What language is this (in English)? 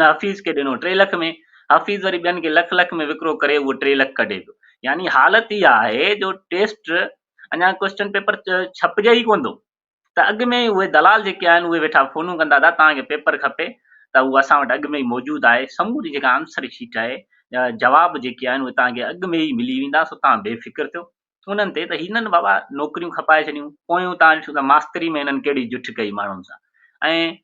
Sindhi